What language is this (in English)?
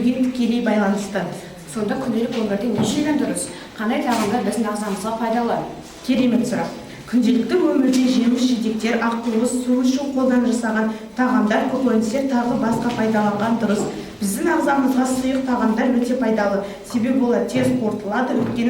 Kazakh